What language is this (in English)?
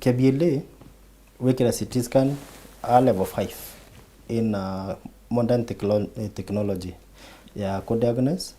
Meru